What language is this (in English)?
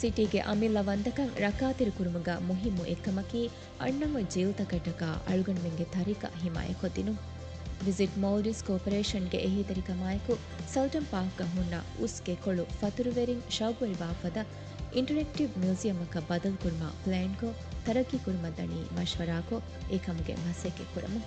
Divehi